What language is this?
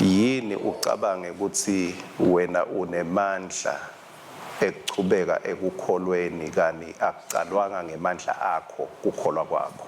Swati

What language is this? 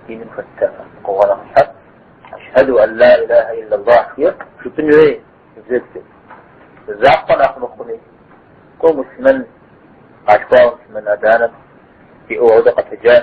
Kabardian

